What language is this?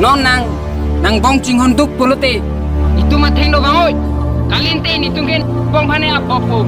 Karbi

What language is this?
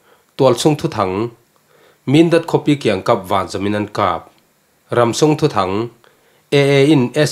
Falam Chin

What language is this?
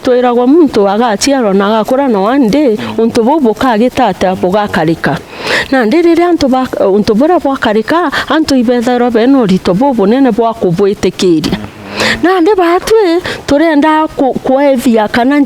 Meru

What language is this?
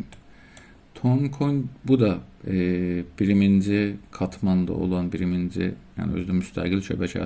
South Azerbaijani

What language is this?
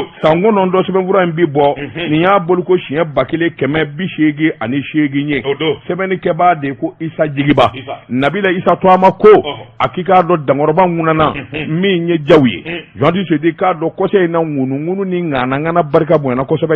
Bambara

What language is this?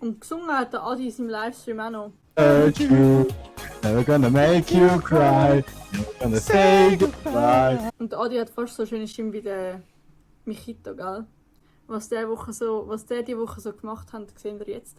Swiss German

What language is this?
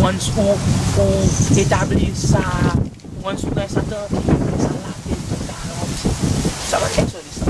Seselwa Creole French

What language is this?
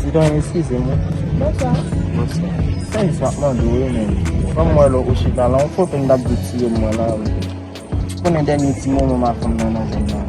Haitian Creole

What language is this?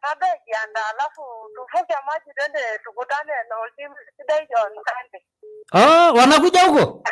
Masai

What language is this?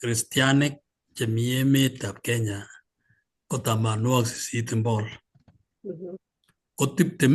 Kalenjin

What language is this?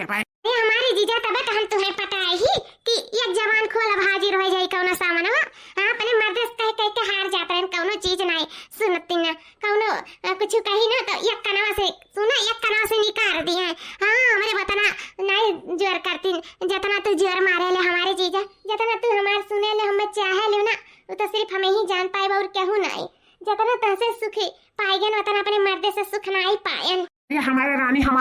Awadhi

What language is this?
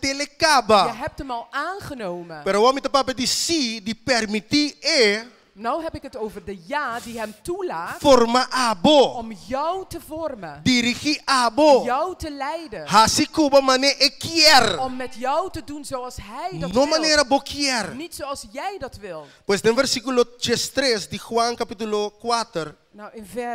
Papiamento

